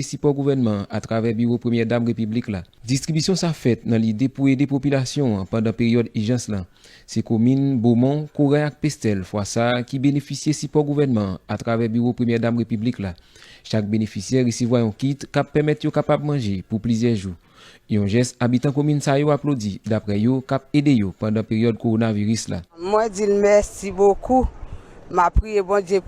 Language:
Haitian Creole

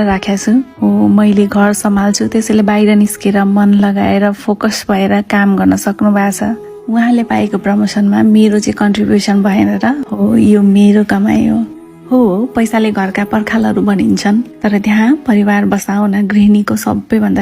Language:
Nepali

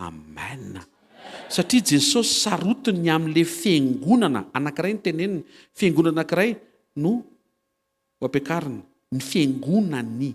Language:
Malagasy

